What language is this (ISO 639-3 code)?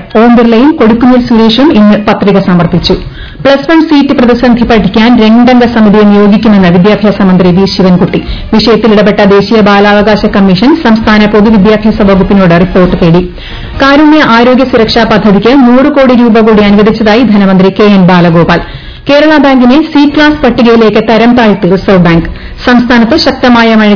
mal